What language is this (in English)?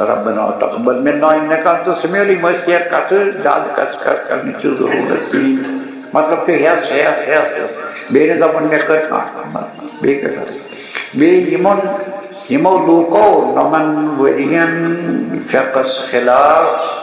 Kashmiri